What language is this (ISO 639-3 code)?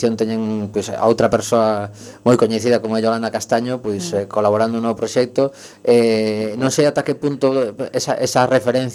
glg